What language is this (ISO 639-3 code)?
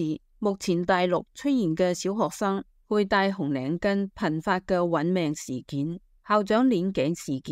yue